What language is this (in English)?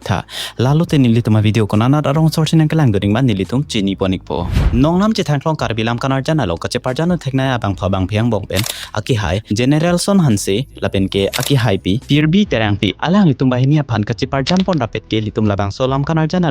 Karbi